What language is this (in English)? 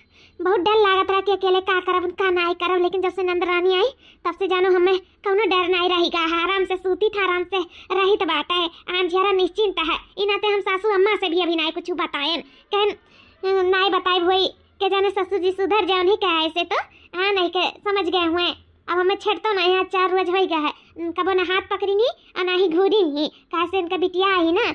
Awadhi